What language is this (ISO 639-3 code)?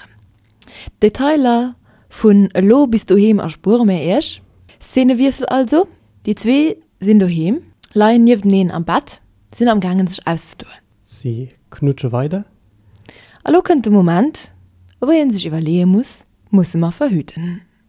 ltz